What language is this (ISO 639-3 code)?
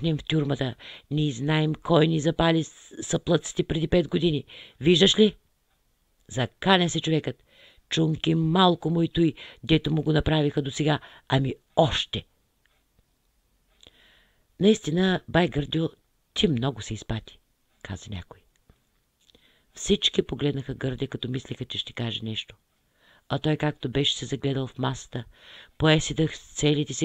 bul